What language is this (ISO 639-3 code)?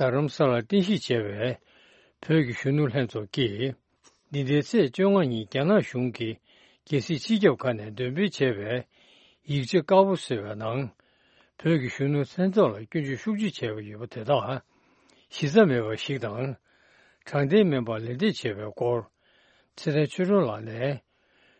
bod